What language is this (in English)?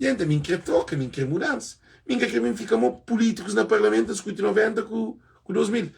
Kabuverdianu